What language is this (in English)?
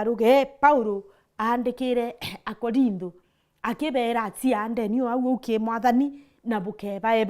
Meru